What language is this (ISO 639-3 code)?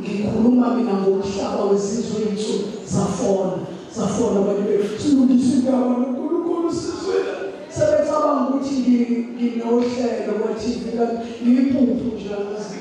zul